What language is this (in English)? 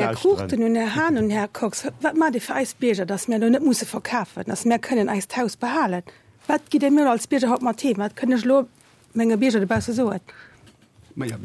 Luxembourgish